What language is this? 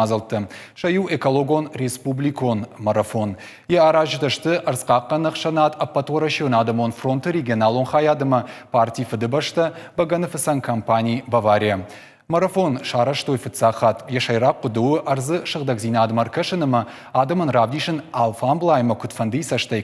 Ossetic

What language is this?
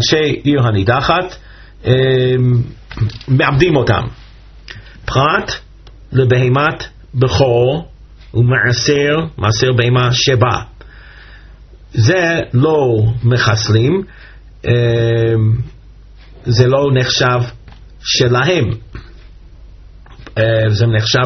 Hebrew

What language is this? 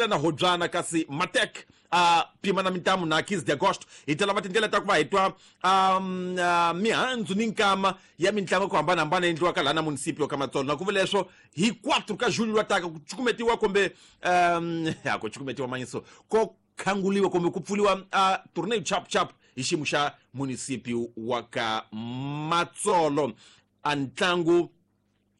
Tsonga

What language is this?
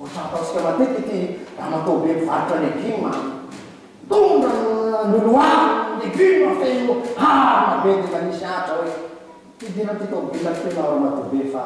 Malagasy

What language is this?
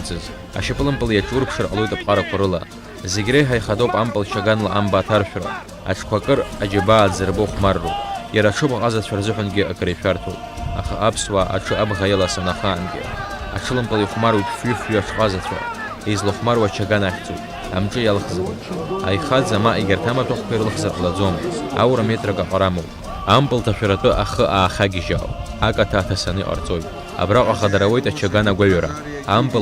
Abkhazian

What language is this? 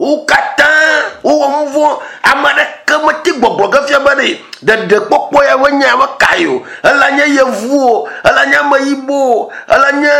Ewe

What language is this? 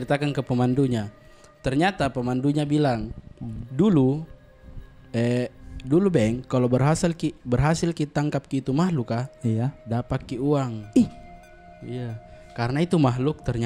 Makassar Malay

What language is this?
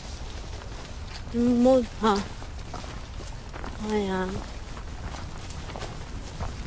Hungarian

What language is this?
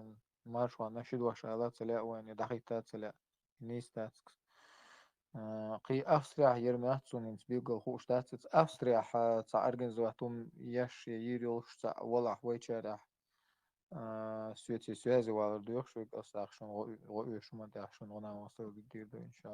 Chechen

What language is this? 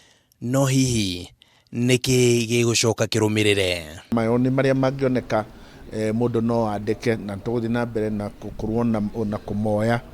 Kikuyu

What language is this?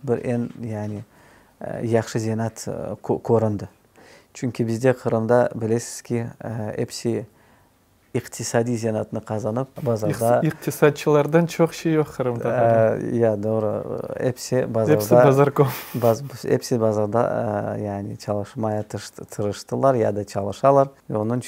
Crimean Tatar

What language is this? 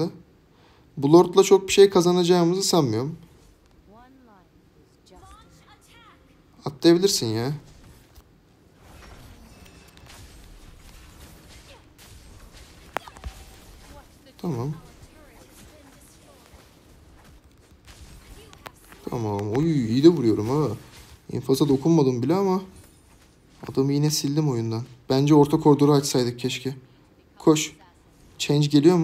Turkish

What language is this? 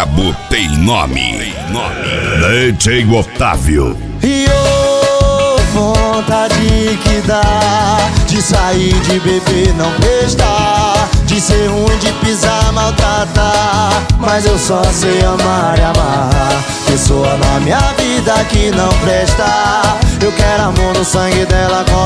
Portuguese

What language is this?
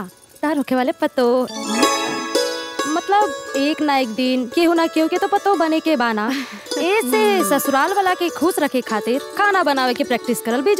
Bhojpuri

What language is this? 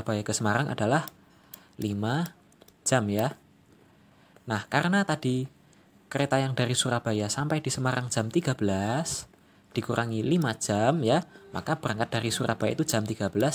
Indonesian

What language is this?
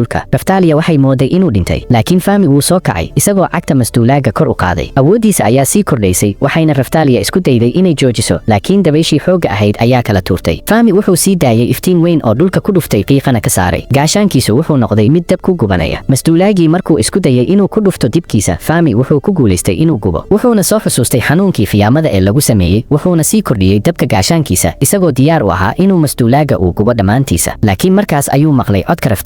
Somali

